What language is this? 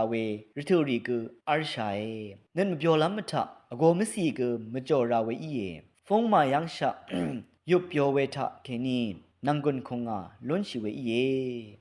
Rawang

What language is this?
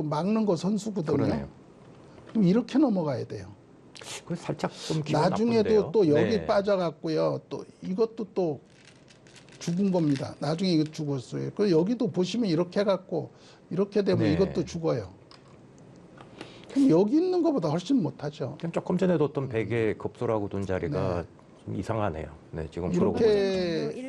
Korean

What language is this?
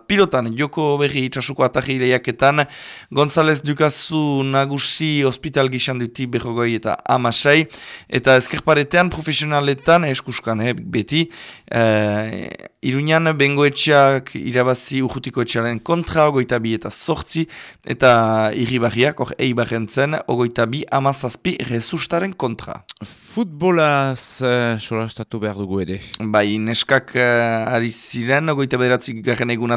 Basque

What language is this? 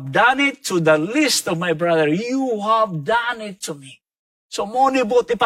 Cebuano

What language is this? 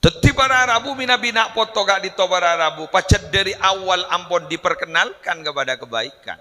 Madurese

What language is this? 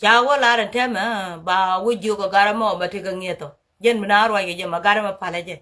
Nuer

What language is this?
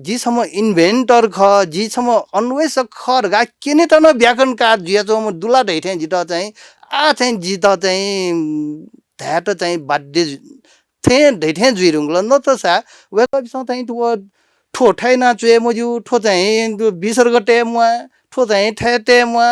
Newari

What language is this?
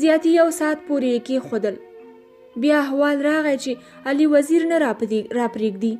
Pashto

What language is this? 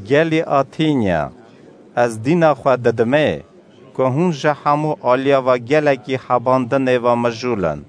Kurdish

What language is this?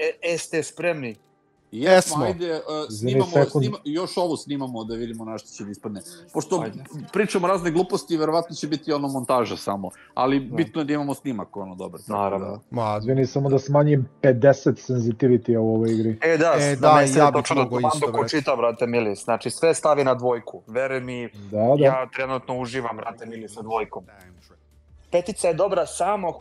Serbian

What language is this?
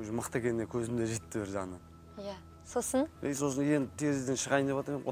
Kazakh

